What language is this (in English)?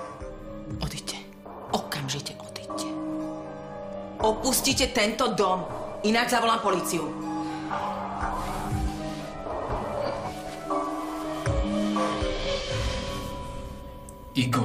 Slovak